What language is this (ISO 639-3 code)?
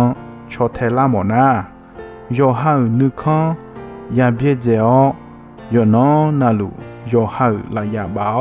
ahk